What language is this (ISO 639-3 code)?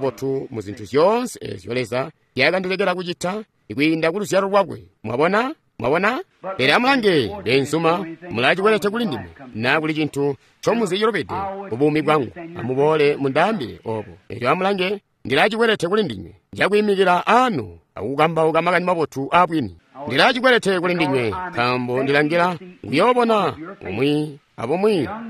toi